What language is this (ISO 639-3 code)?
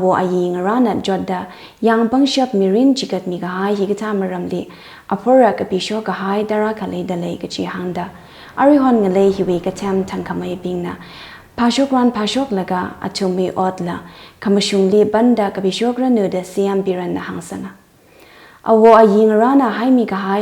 nmf